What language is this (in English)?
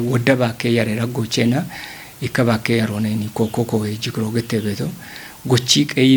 Kafa